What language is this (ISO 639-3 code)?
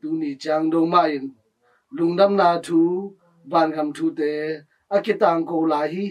ctd